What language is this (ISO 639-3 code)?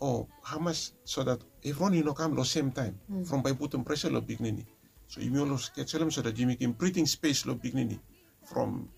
bis